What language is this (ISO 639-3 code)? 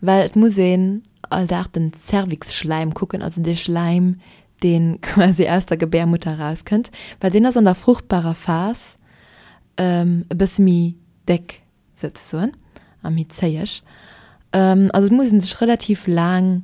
ltz